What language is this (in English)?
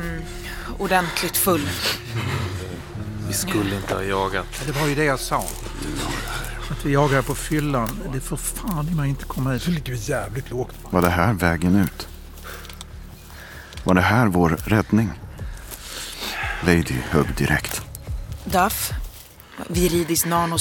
Swedish